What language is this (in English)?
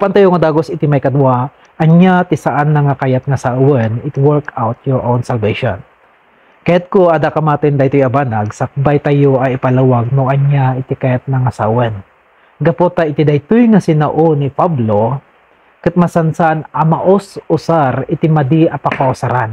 Iloko